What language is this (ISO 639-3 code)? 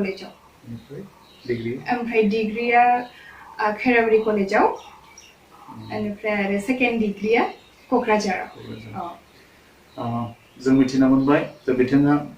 brx